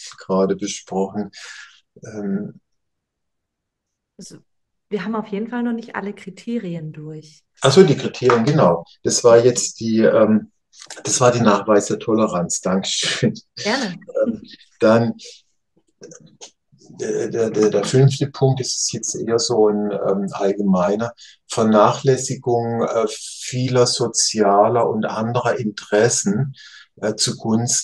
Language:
German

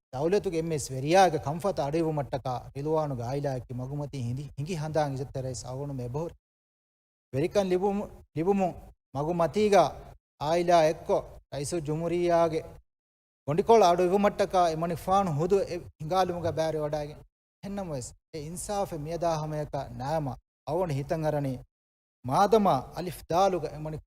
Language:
Divehi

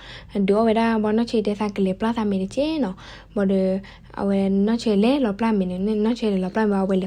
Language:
S'gaw Karen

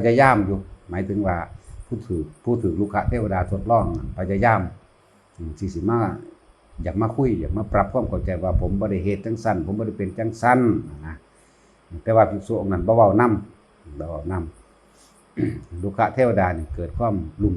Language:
Northeastern Thai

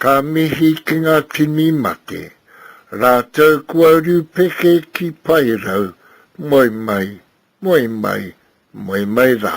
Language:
Māori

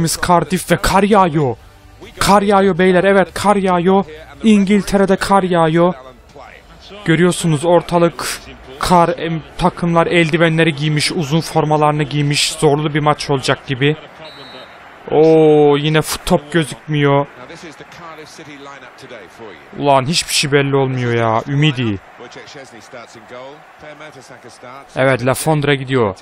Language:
Turkish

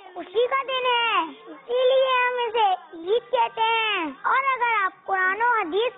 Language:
Urdu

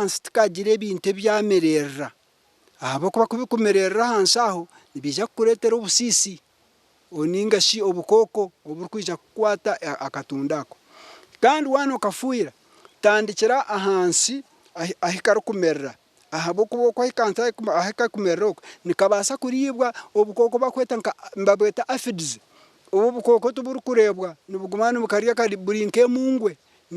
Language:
Nyankole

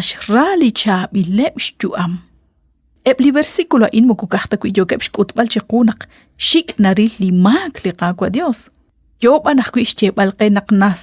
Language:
Kekchí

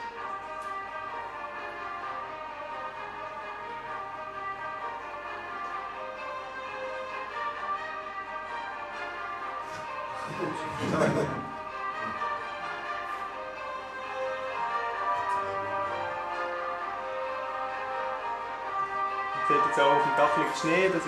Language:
German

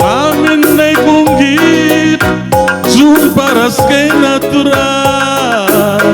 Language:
Batak Karo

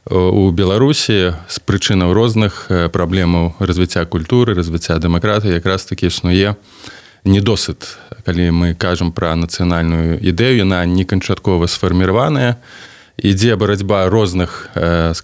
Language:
Belarusian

